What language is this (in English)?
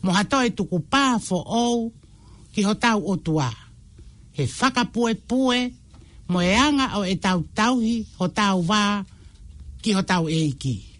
Tongan